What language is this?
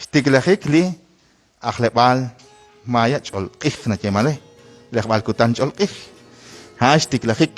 Kekchí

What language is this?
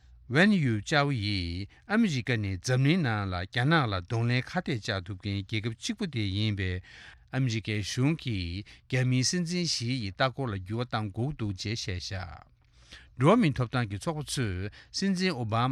Tibetan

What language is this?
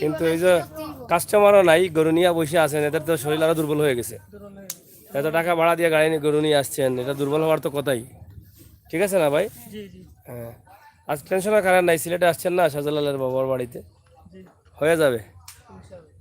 Sylheti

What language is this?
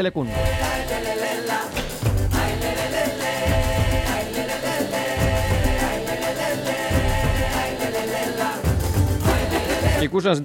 Basque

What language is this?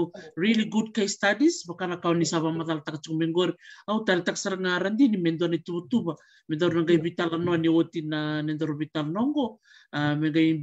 Fijian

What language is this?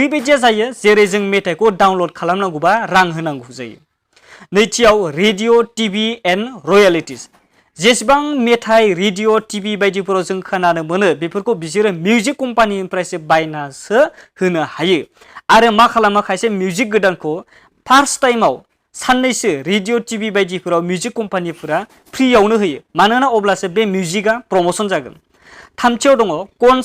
Bodo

